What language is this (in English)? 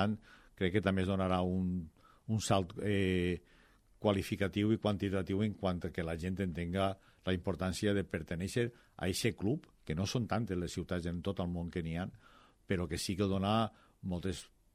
Catalan